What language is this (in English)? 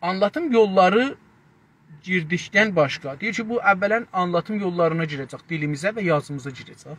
South Azerbaijani